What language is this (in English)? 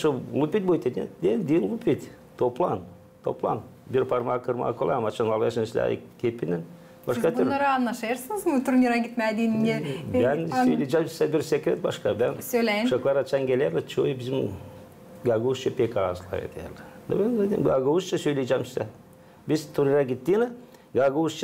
Gagauz